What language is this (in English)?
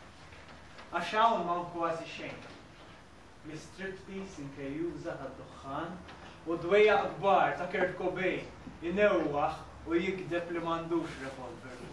Maltese